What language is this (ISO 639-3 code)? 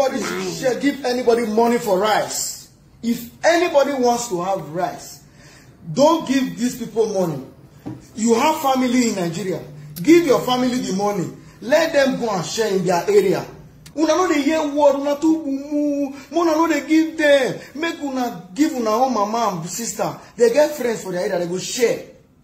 pcm